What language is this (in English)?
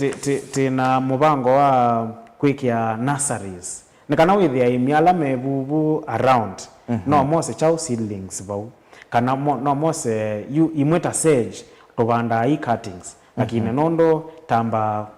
Kamba